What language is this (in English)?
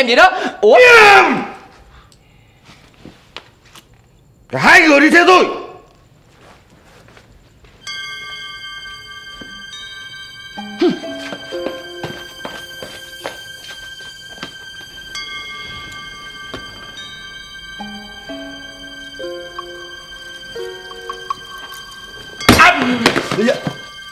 Vietnamese